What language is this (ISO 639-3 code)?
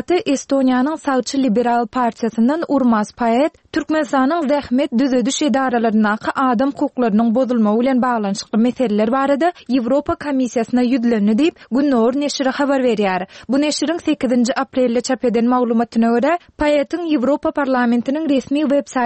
tuk